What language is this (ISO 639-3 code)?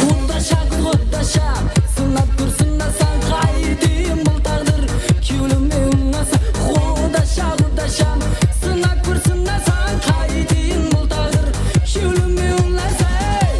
kaa